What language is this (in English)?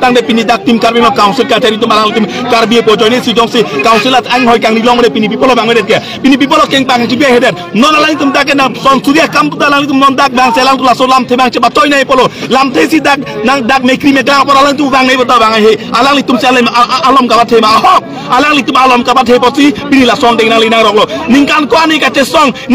Karbi